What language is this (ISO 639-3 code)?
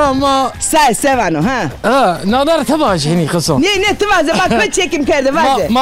zza